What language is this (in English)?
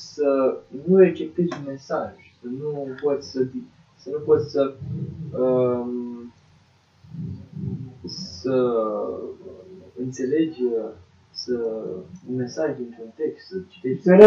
Romanian